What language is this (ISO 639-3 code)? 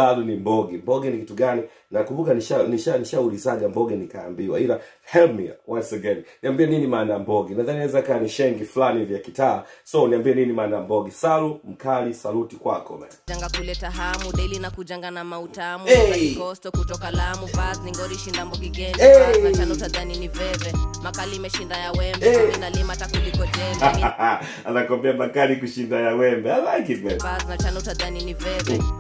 swa